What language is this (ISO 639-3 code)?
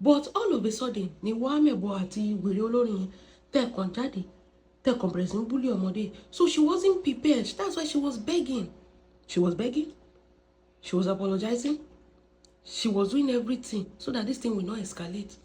yor